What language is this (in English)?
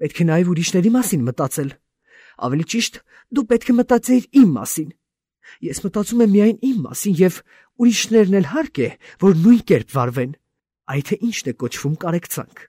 Armenian